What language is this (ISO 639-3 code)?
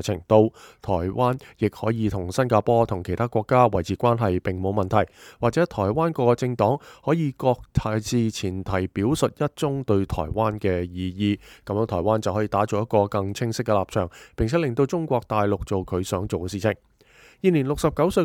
yue